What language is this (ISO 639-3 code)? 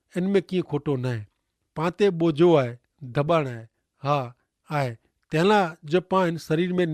kfr